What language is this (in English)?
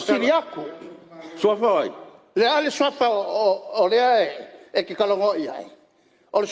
Samoan